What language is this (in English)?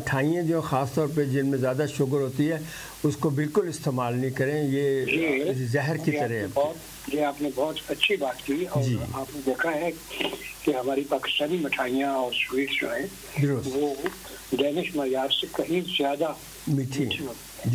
Urdu